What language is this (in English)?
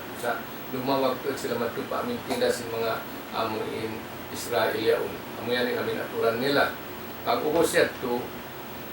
Tausug